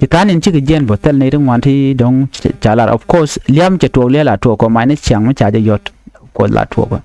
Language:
Nuer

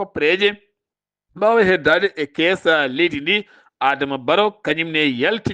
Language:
Fula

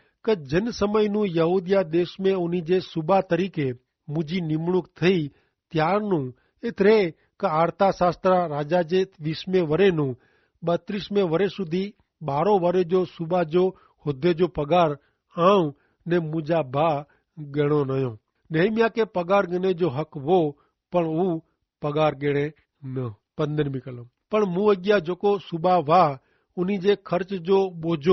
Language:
Kachhi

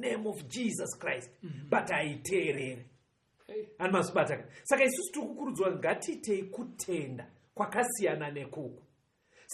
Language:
Shona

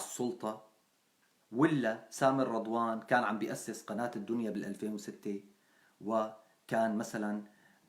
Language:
North Levantine Arabic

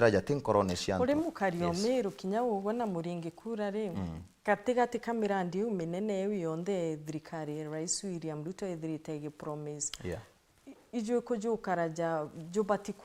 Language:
Meru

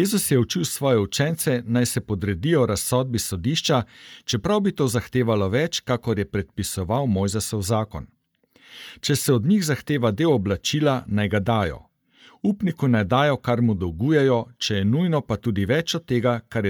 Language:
Slovenian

